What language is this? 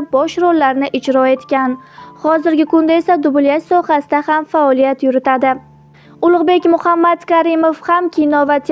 Uzbek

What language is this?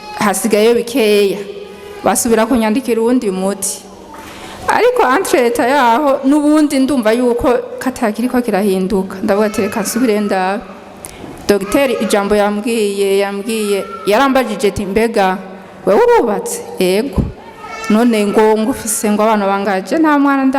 Rundi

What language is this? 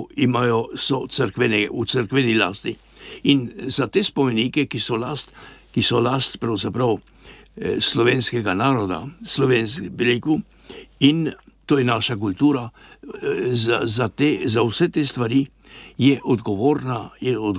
Slovenian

